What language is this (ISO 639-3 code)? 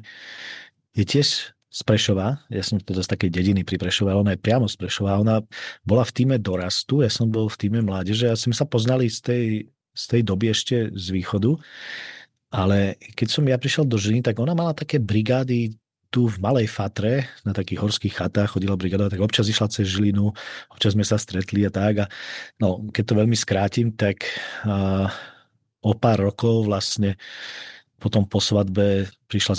slk